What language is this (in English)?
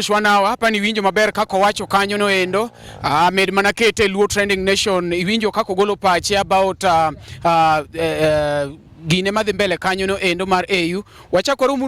Luo (Kenya and Tanzania)